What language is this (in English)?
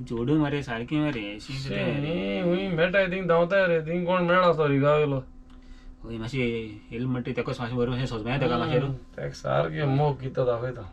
Konkani